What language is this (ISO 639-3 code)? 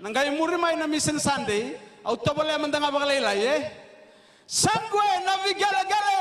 fij